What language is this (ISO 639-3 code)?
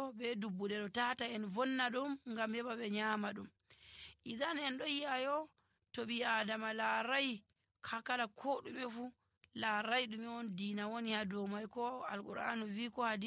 fuv